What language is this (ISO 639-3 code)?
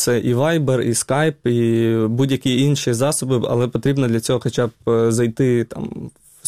ukr